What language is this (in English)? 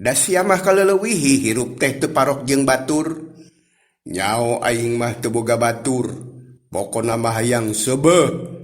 Sundanese